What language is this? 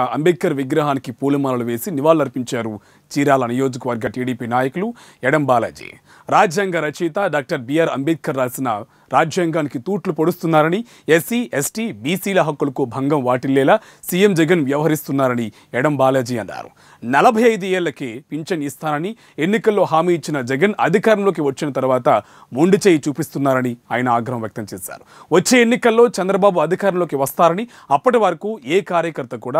Telugu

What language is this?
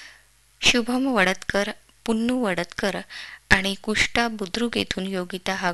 Marathi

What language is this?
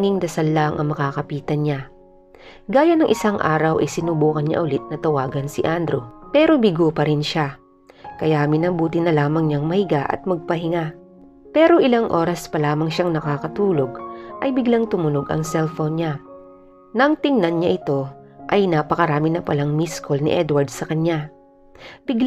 Filipino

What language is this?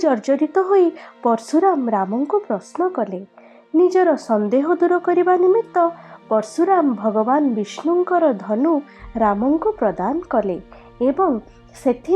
Odia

